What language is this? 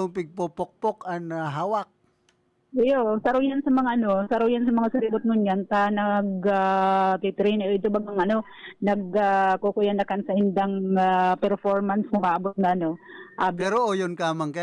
Bikol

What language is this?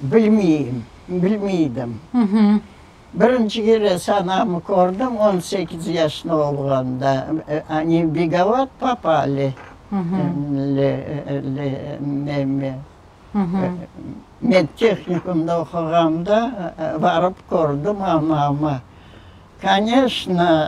Crimean Tatar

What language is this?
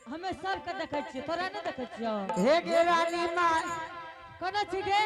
Angika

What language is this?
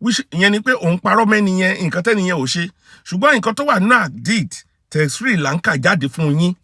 Yoruba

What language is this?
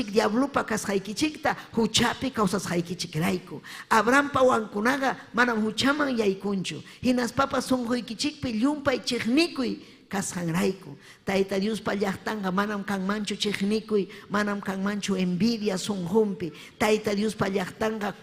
Ayacucho Quechua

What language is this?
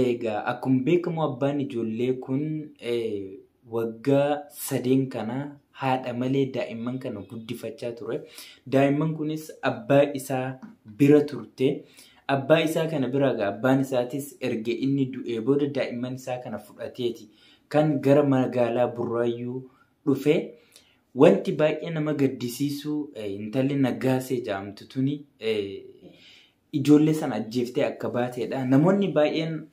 Oromo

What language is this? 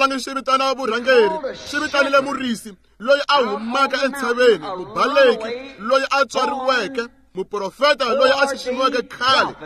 Tsonga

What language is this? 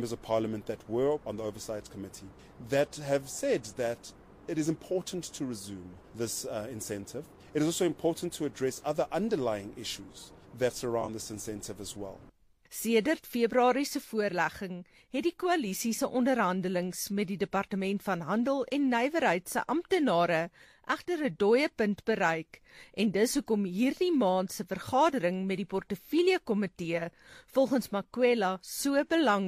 Afrikaans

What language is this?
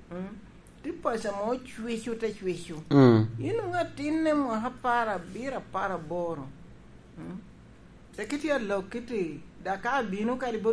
Lango (Uganda)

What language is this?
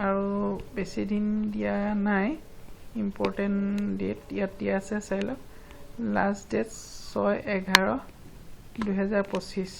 Assamese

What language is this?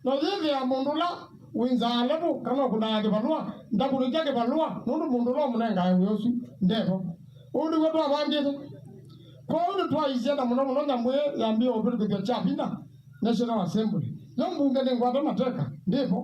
Kamba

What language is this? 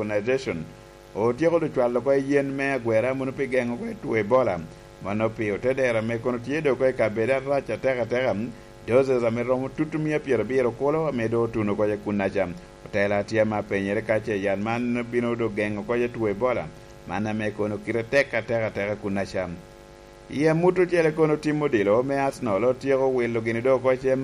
Lango (Uganda)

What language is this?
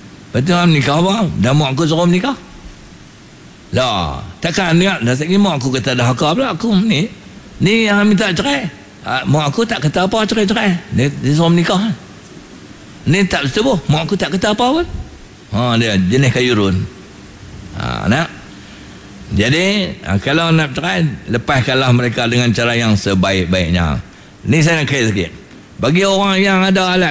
Malay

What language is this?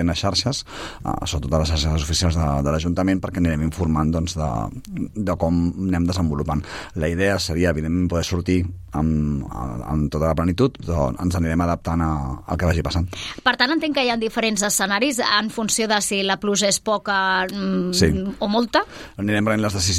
Catalan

